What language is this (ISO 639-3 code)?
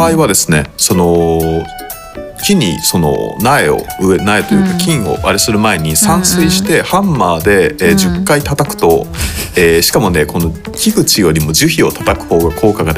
jpn